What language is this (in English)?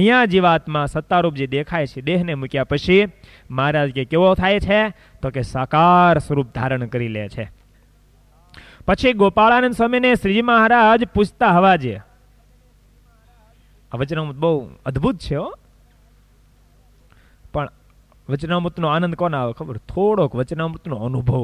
Gujarati